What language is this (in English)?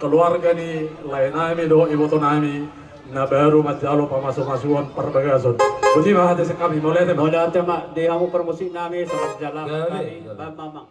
Batak Toba